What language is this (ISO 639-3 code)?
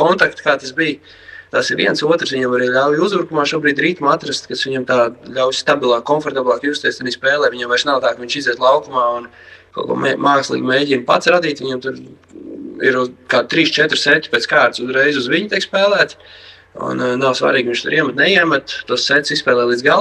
lav